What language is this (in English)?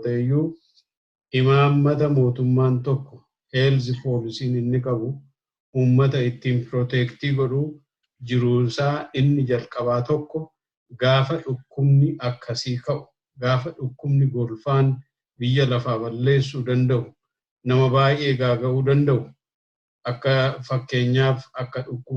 Oromo